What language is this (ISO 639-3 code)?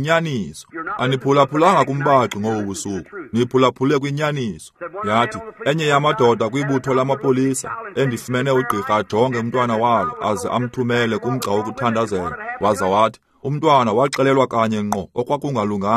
xho